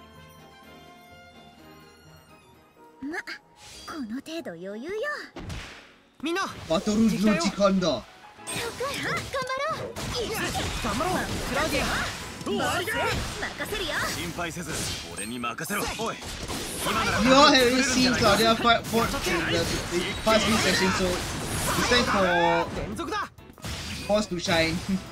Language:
Japanese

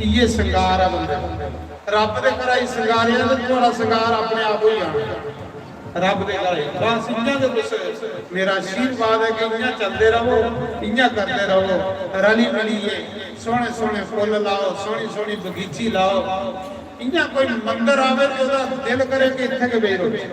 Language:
Dogri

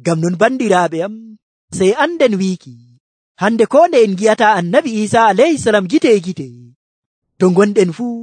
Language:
Nigerian Fulfulde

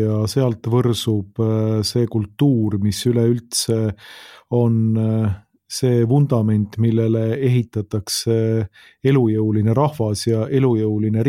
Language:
Estonian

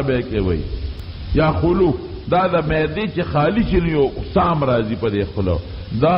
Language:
Pashto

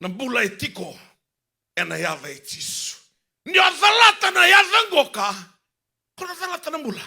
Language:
Fijian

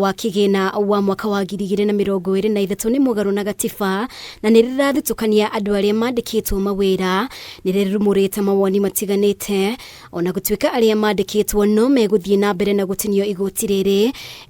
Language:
Kikuyu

